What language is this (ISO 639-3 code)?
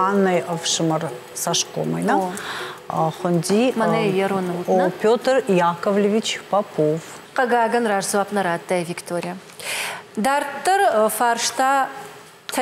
oss